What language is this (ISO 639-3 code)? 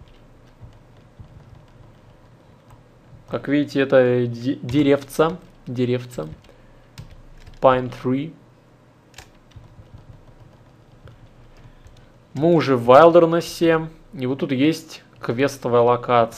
rus